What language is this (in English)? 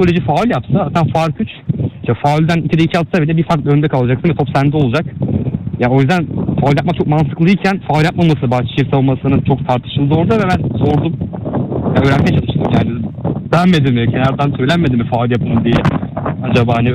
Turkish